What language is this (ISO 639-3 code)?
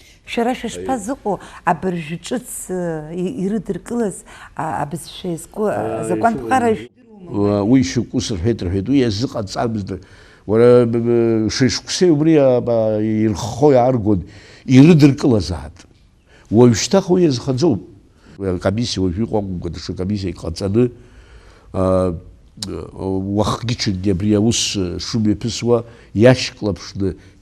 abk